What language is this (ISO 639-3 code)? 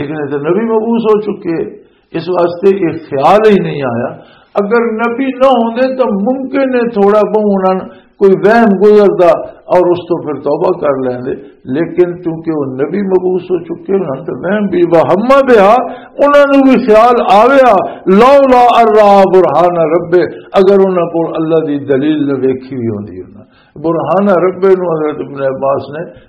lah